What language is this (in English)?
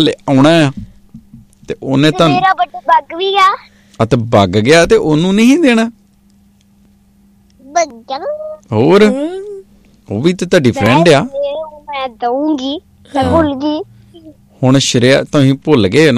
Punjabi